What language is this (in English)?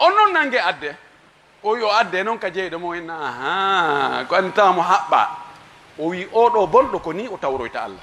Fula